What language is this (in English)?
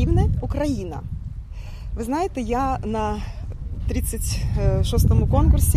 Ukrainian